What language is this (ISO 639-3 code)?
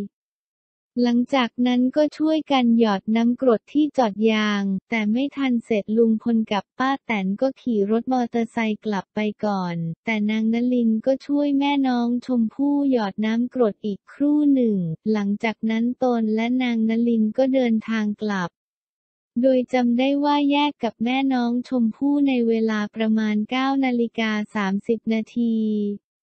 tha